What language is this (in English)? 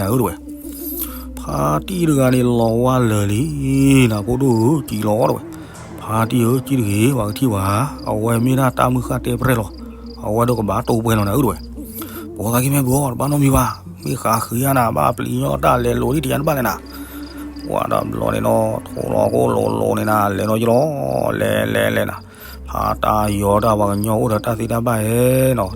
S'gaw Karen